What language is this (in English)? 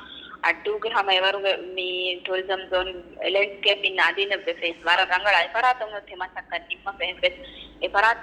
Divehi